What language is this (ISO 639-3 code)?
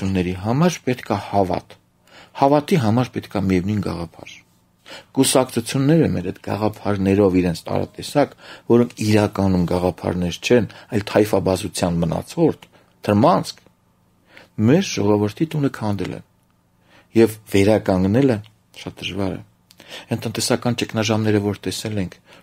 hye